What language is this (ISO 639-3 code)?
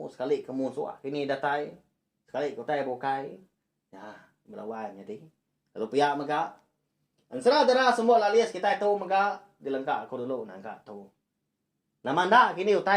iba